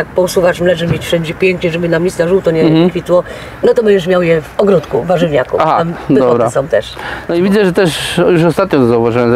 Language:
Polish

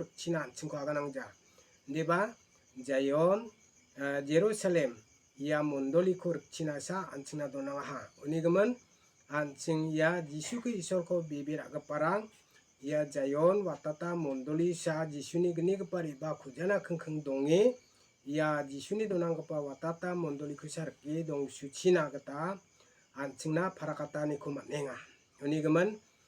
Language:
Garo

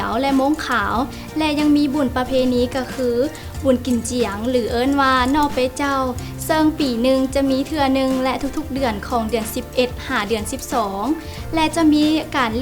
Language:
Lao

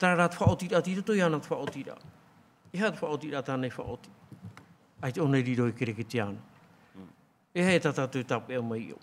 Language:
Tahitian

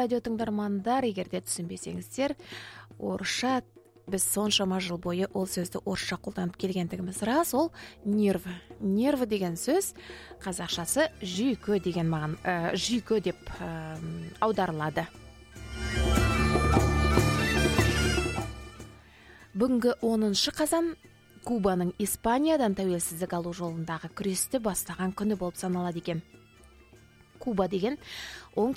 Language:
Kazakh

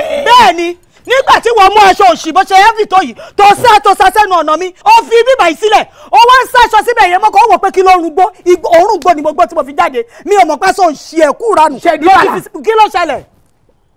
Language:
Yoruba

